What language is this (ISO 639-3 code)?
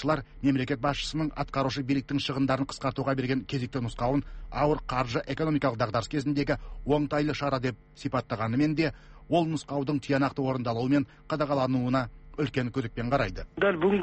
kaz